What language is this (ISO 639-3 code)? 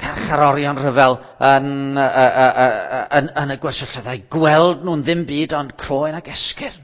cym